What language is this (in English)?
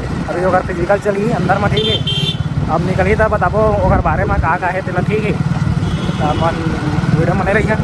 Chhattisgarhi